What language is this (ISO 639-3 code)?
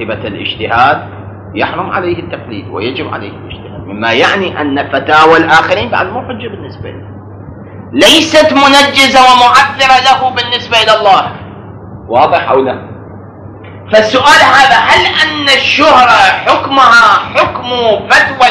ara